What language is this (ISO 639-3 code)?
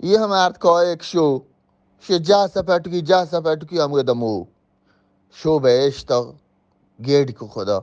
bgp